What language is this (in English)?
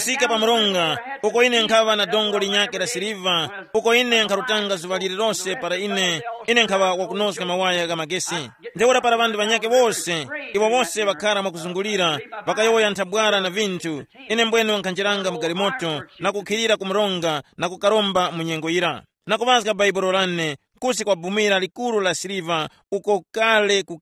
Tumbuka